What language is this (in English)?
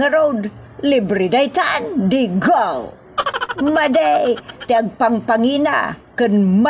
Iloko